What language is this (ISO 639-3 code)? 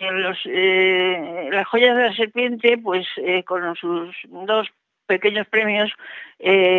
spa